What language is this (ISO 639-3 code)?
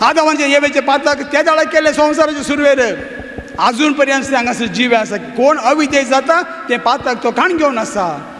kok